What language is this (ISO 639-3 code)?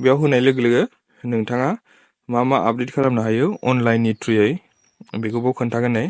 brx